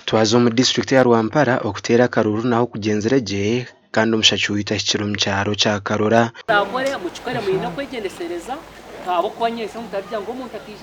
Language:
Nyankole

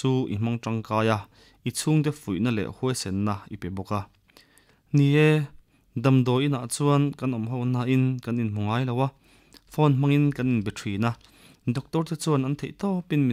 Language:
Mizo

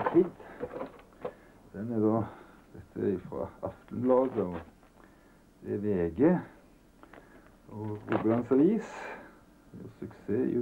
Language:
Norwegian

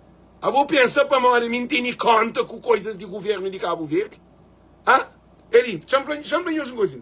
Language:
Kabuverdianu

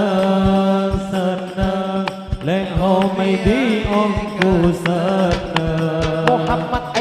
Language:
Madurese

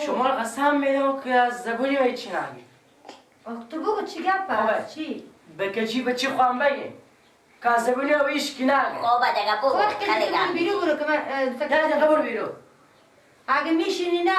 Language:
Persian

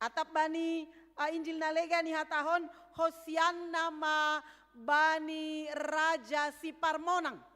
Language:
Batak Simalungun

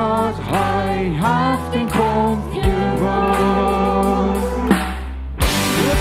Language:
Plautdietsch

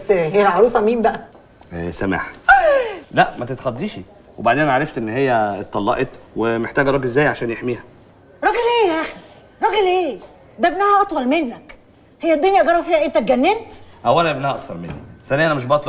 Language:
Egyptian Arabic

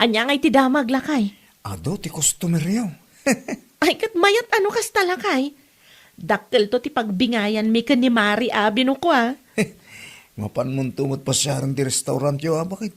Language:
Iloko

